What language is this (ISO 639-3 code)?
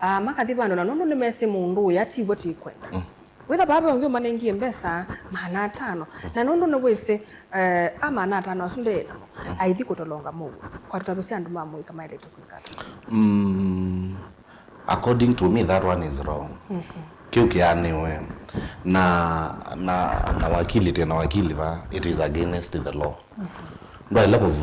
kam